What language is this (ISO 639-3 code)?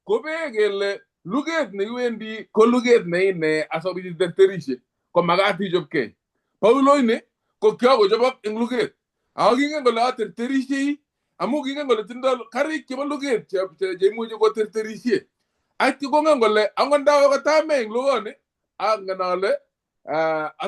kln